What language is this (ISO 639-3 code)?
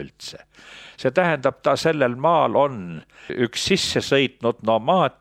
est